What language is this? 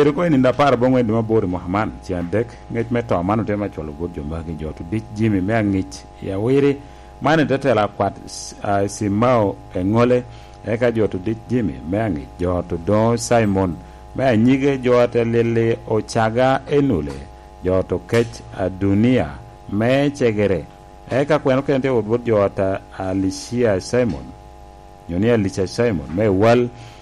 Lango (Uganda)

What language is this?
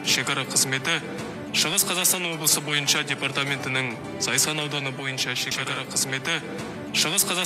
Kazakh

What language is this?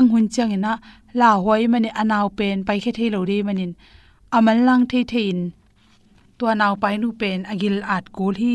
Tedim Chin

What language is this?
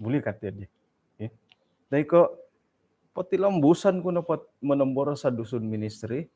Central Dusun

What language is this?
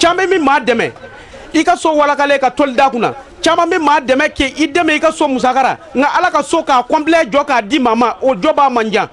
Bambara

